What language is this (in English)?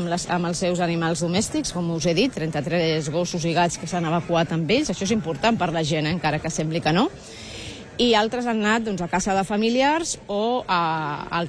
Catalan